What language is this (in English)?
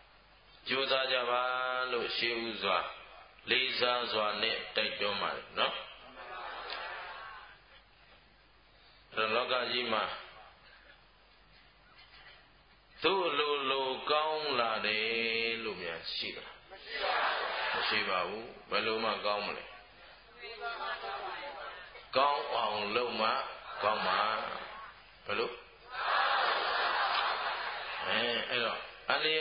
Burmese